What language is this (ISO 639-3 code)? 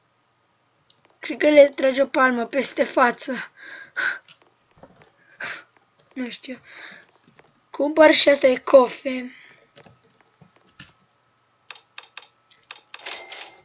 ron